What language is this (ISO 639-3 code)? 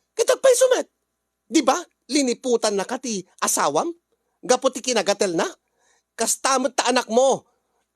ilo